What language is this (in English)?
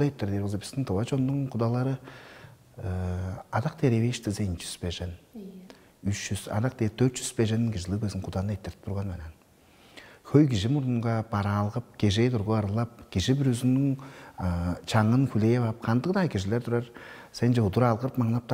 Tuvinian